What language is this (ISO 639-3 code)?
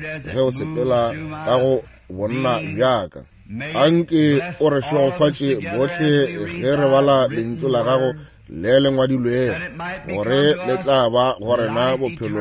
nso